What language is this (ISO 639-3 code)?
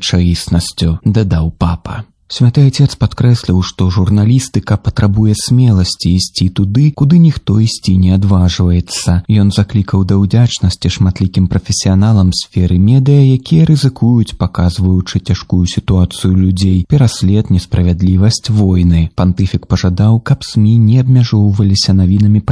bel